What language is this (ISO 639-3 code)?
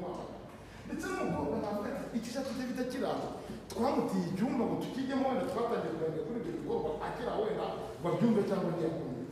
kin